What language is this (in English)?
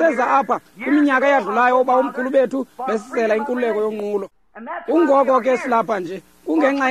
Xhosa